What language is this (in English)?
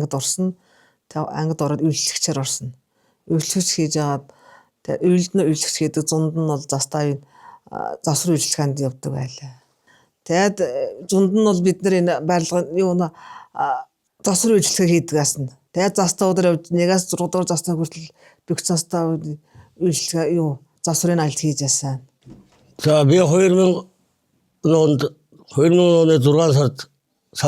Mongolian